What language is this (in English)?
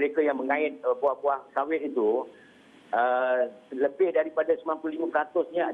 Malay